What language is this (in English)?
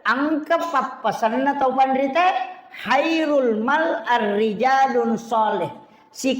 Buginese